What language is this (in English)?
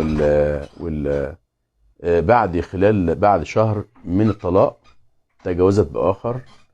Egyptian Arabic